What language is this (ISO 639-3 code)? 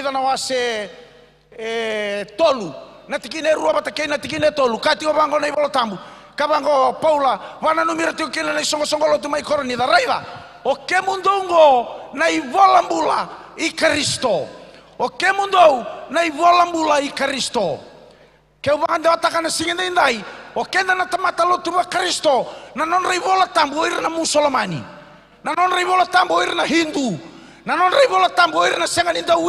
fij